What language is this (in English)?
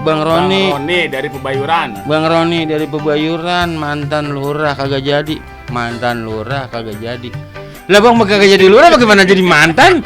Betawi